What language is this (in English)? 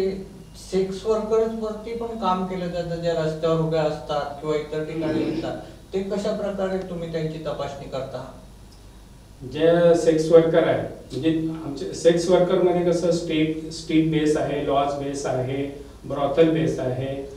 Marathi